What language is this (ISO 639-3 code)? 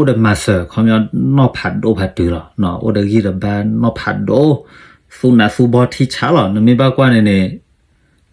ksw